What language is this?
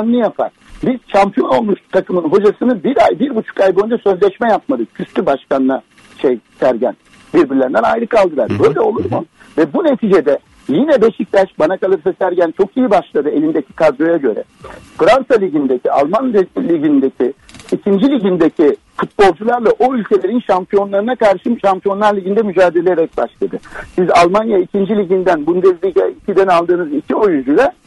Turkish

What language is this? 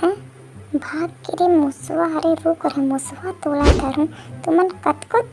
Chhattisgarhi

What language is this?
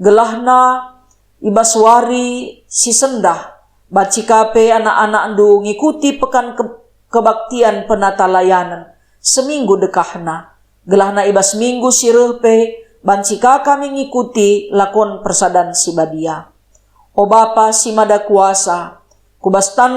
Batak Karo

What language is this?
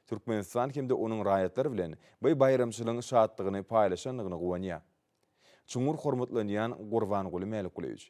Turkmen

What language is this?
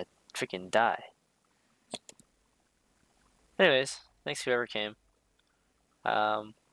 English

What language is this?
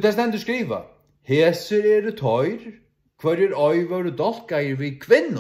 Faroese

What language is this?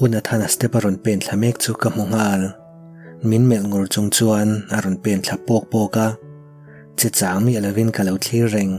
Mizo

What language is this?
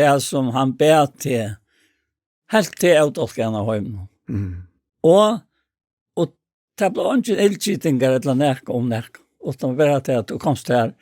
Faroese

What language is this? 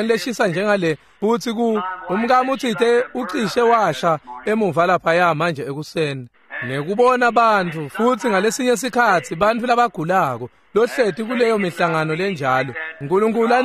Swati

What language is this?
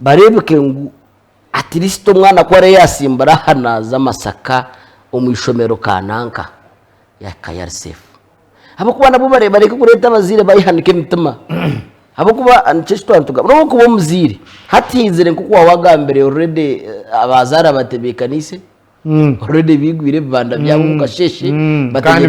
Nyankole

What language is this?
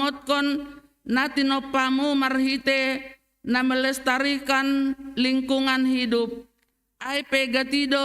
Batak Simalungun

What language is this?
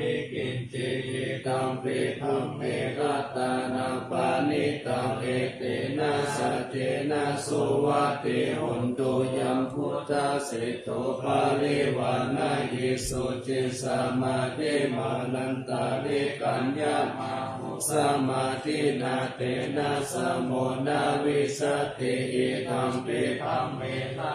Pali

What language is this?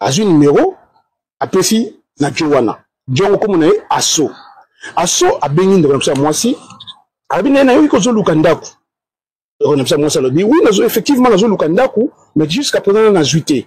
Lingala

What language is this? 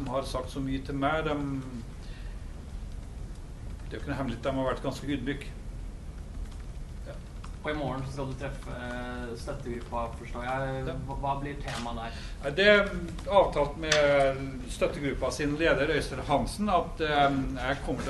Norwegian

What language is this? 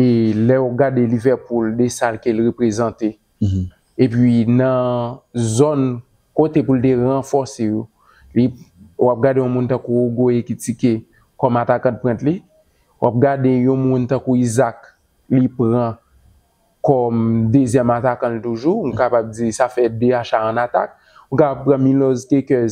Haitian Creole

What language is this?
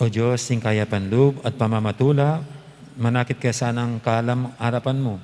Pampanga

